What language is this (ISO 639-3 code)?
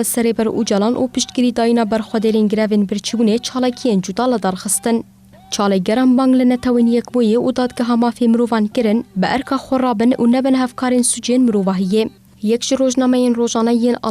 kur